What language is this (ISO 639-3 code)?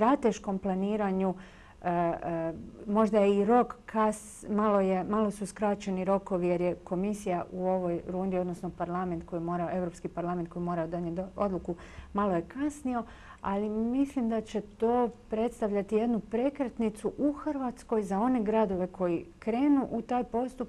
hrv